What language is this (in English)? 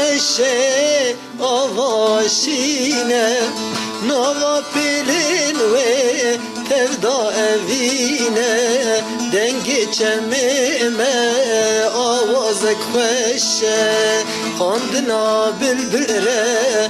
Kurdish